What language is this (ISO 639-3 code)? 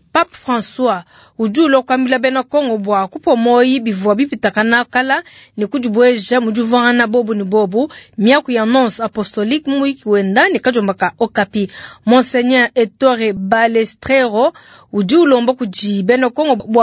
lua